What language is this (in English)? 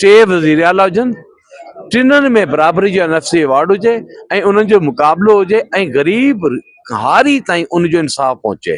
Sindhi